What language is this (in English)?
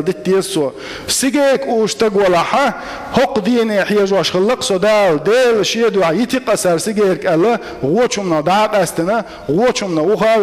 Chechen